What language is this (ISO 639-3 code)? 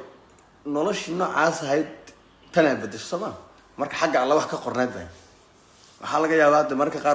som